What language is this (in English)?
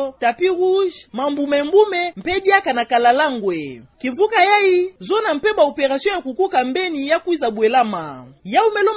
Kituba (Democratic Republic of Congo)